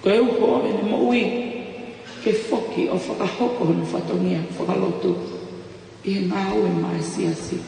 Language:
Tongan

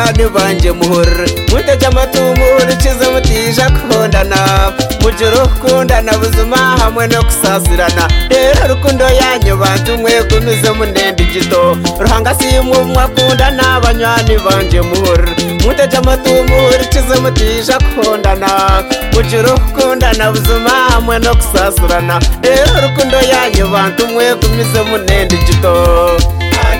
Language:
Kinyarwanda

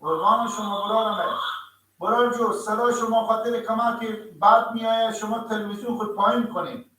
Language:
Persian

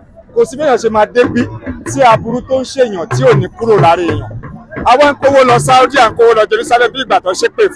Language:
Yoruba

